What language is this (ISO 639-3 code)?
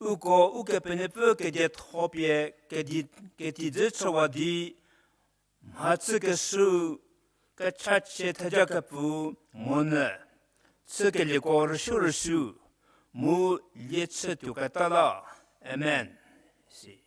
njm